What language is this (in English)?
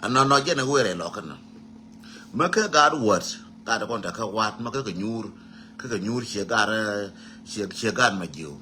Nuer